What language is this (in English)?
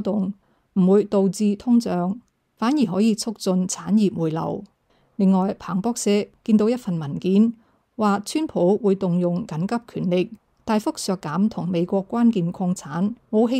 Cantonese